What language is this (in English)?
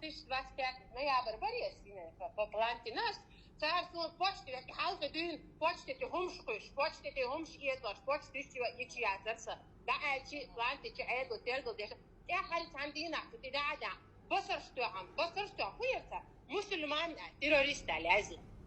Chechen